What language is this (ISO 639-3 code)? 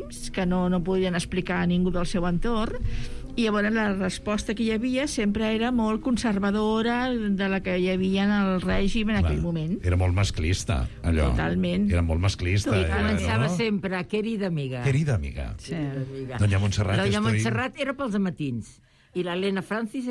cat